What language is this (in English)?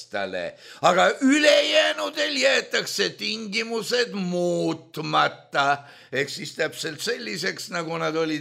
Estonian